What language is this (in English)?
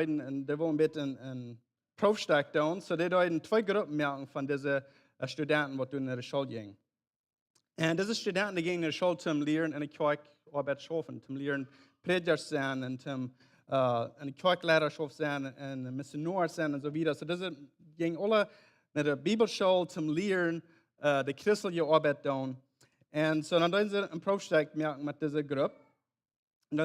Plautdietsch